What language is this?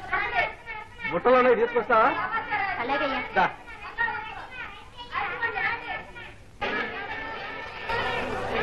Telugu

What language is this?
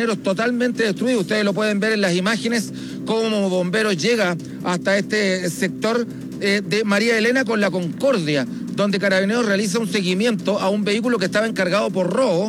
Spanish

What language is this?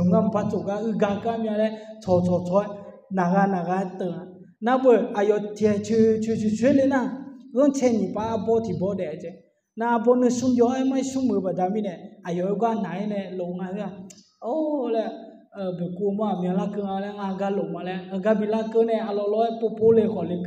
Akha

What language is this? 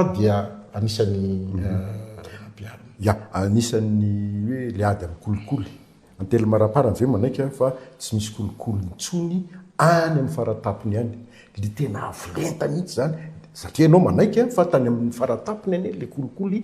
Malagasy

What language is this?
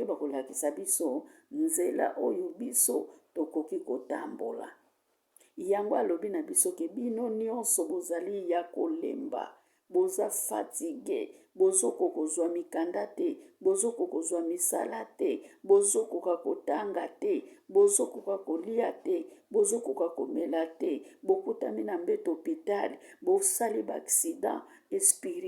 Lingala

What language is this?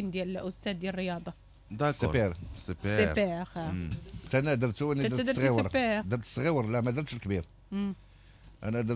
Moroccan Arabic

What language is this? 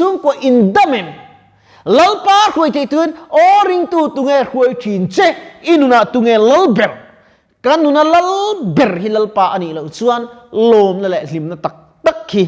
Mizo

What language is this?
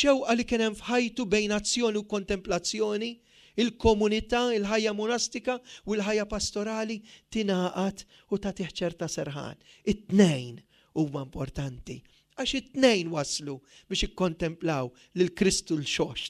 Maltese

